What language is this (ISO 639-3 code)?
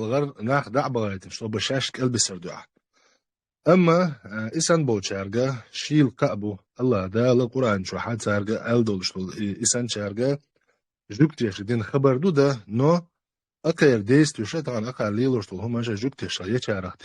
che